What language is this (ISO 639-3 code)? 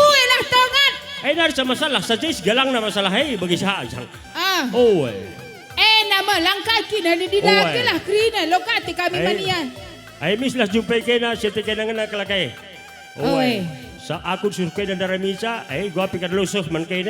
btx